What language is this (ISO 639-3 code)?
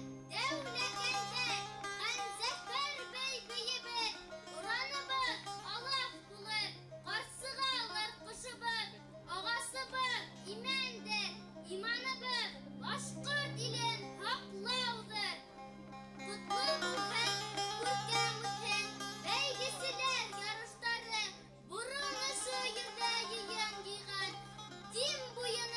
bak